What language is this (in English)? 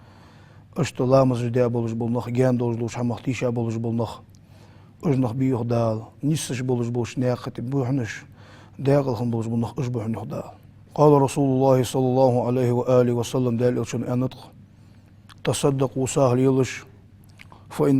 Ingush